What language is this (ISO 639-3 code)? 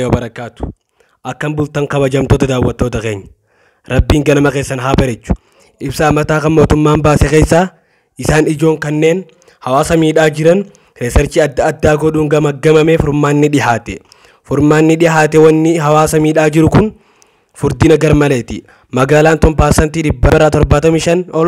orm